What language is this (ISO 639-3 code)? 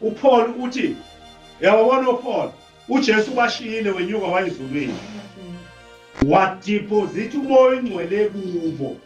zul